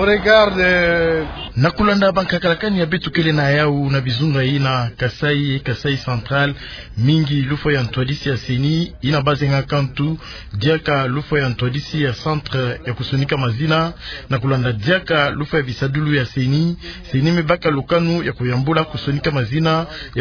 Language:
Kituba (Democratic Republic of Congo)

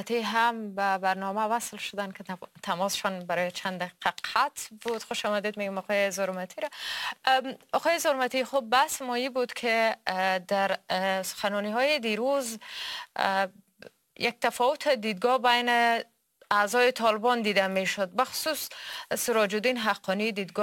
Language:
Persian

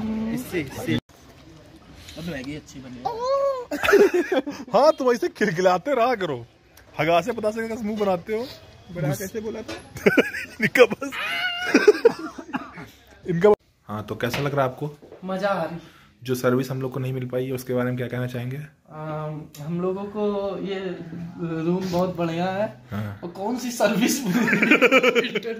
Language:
Hindi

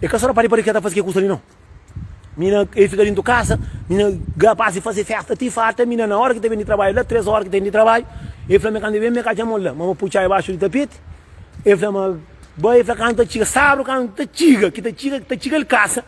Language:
Kabuverdianu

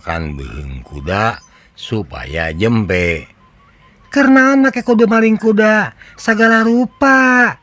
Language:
Sundanese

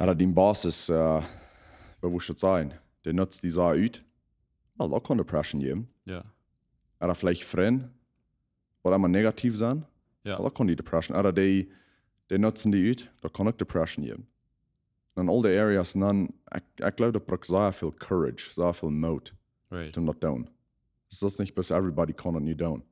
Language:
Plautdietsch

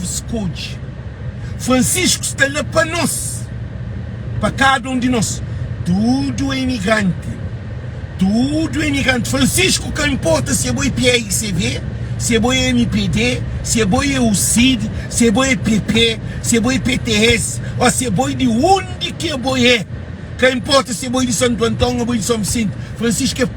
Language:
Kabuverdianu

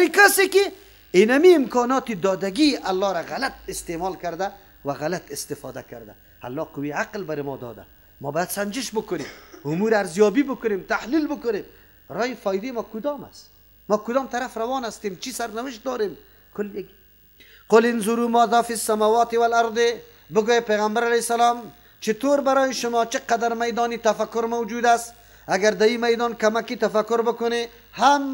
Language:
Persian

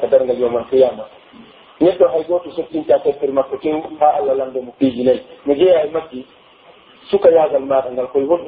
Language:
Pular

